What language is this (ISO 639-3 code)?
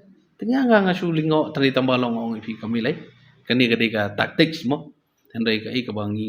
kha